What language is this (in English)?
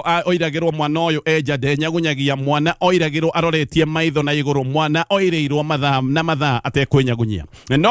Kikuyu